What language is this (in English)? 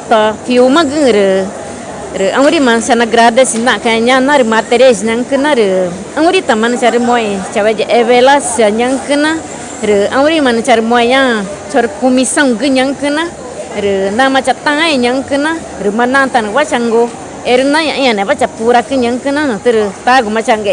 Ticuna